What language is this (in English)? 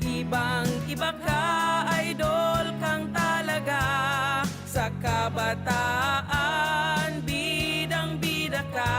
Bikol